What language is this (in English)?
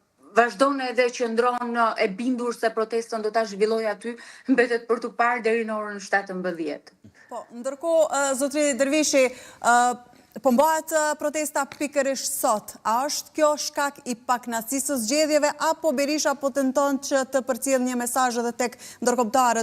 Albanian